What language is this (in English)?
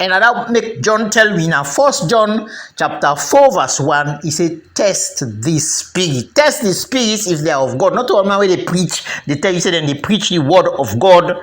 Krio